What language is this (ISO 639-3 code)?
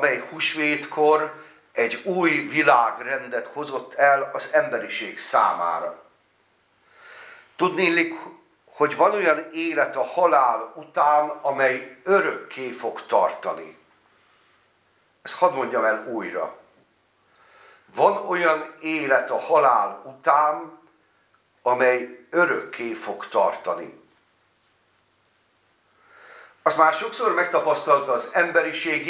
hun